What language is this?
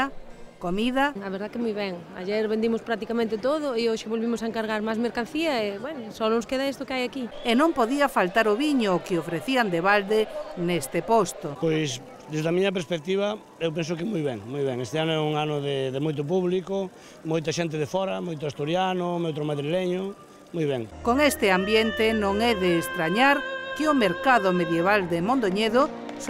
Galician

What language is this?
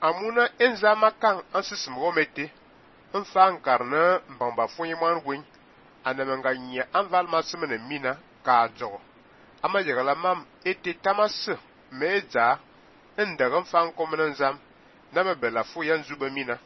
Fang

